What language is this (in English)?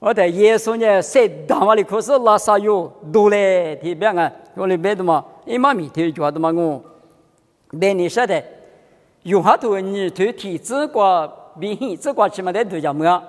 Lisu